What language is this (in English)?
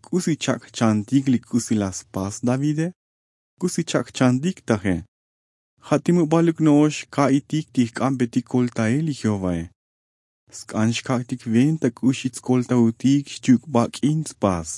Tzotzil